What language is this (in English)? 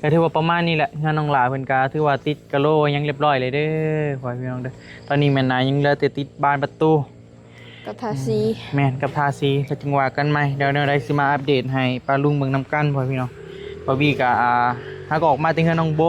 Northeastern Thai